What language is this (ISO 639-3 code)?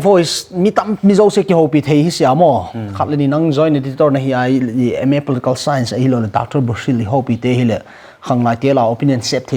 pck